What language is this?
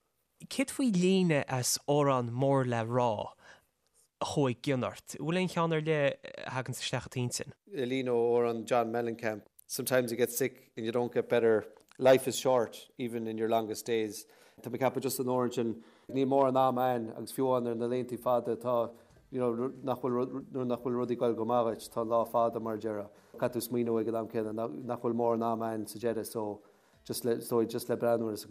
Irish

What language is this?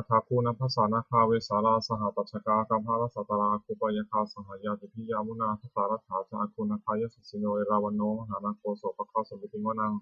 Pali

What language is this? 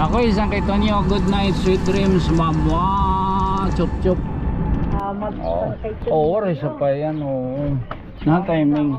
Waray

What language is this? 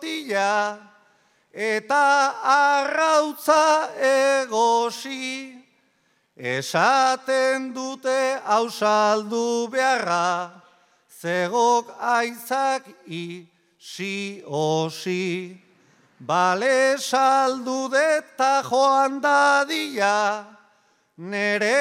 Basque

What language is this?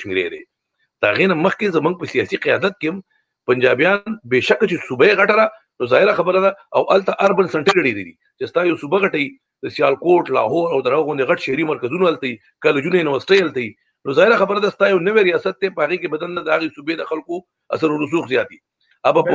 Pashto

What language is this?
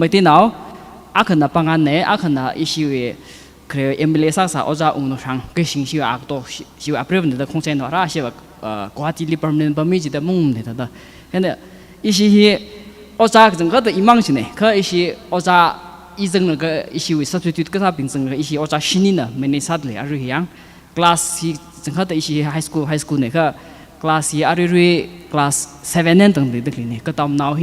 Tangkhul Naga (India)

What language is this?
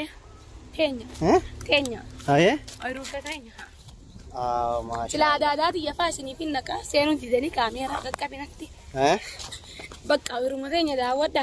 Oromo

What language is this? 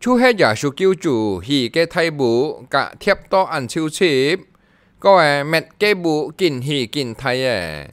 Hakka Chinese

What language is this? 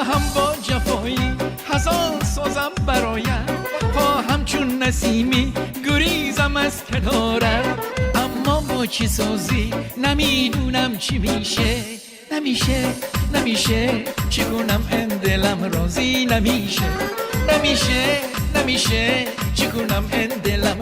Tajik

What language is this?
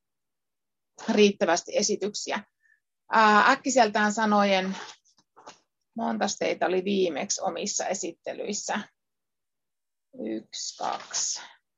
Finnish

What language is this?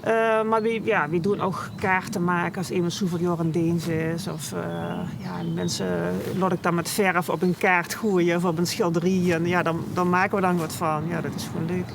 Limburgish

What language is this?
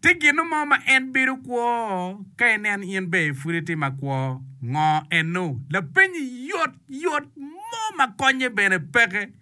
Acoli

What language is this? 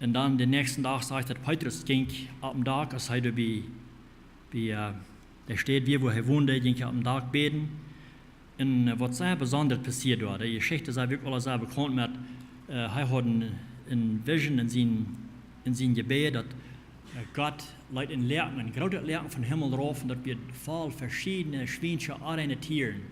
Plautdietsch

